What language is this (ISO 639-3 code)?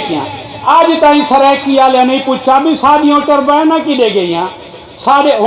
skr